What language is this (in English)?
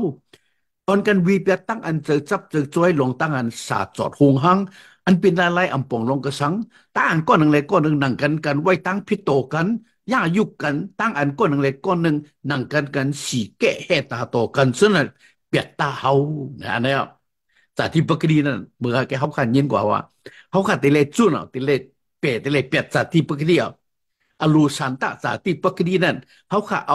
Shan